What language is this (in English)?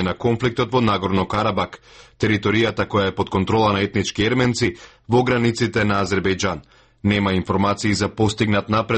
Macedonian